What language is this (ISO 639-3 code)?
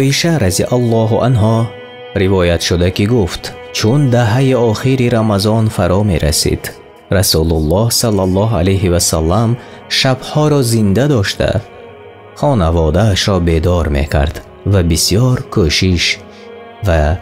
tgk